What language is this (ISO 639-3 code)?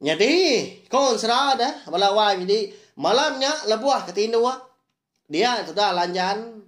iba